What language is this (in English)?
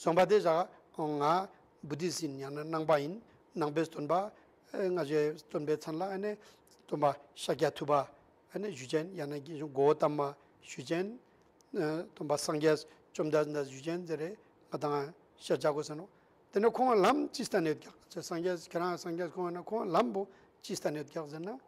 Ladakhi